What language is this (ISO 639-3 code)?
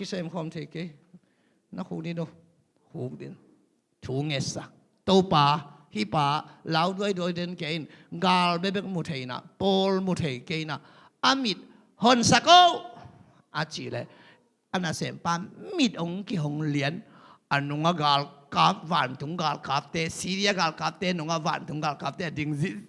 ctd